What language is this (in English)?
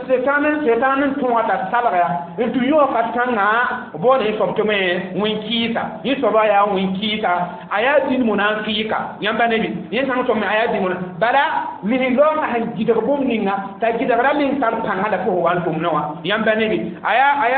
Mossi